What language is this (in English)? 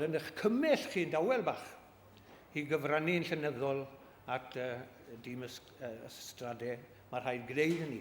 Welsh